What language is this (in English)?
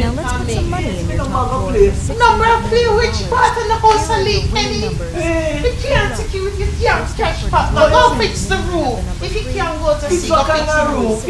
Jamaican Creole English